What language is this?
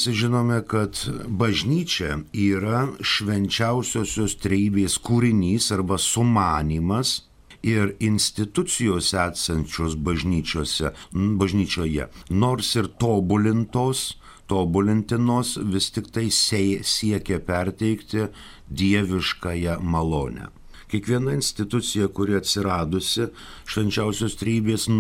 Lithuanian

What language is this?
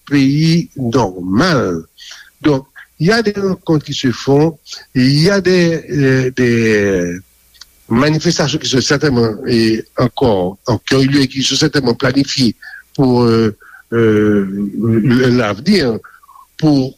Haitian Creole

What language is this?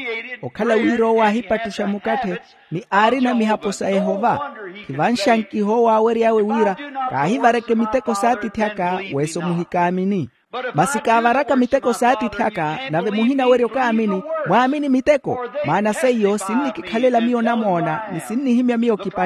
Makhuwa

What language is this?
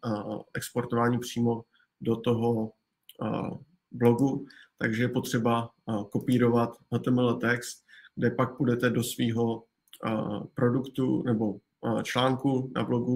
Czech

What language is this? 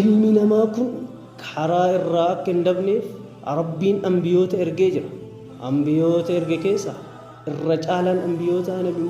Oromo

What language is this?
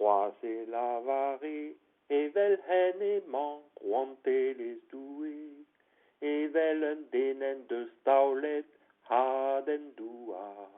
Breton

